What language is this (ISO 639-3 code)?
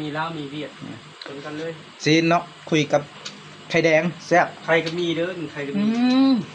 lao